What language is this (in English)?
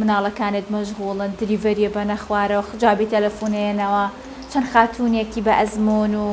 Central Kurdish